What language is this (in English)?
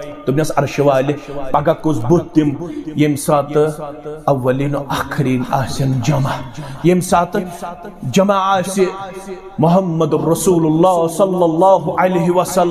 Kashmiri